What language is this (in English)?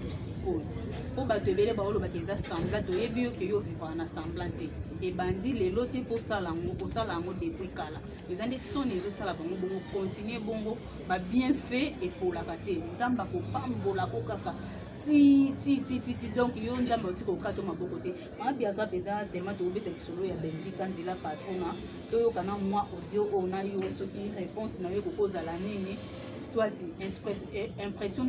Lingala